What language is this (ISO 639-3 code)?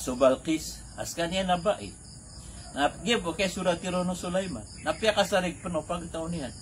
mrw